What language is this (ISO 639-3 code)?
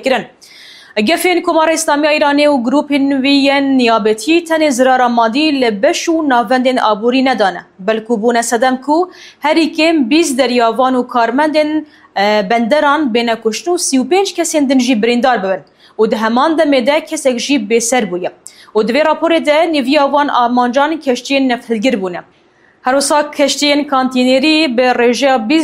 kur